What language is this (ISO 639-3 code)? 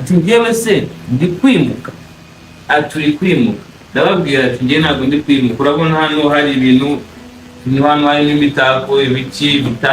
kin